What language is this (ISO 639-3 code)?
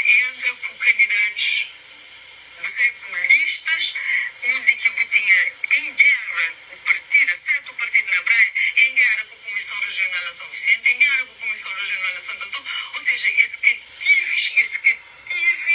kea